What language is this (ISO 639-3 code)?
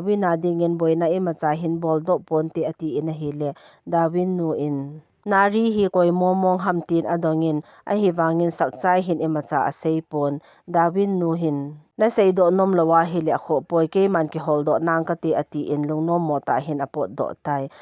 tcz